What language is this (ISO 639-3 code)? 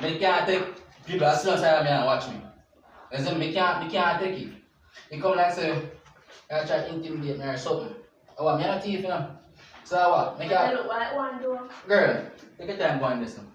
jam